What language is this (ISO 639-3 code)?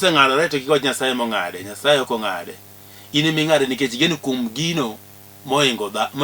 luo